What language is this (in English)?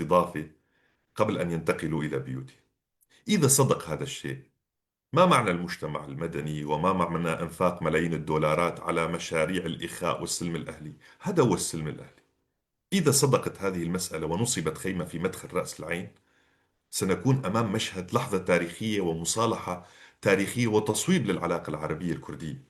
North Levantine Arabic